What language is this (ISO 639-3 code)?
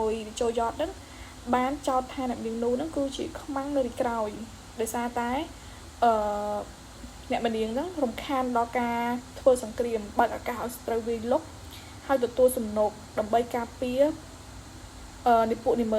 khm